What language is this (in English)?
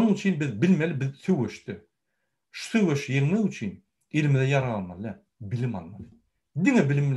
Turkmen